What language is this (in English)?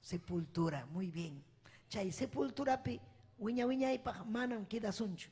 Ayacucho Quechua